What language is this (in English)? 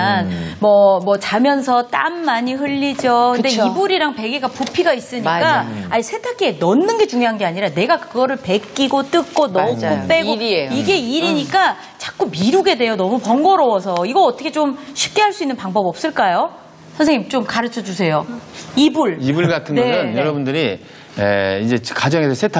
Korean